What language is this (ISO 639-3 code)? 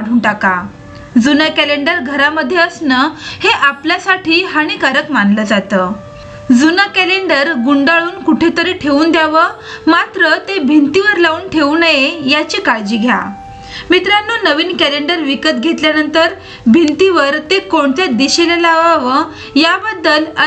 mar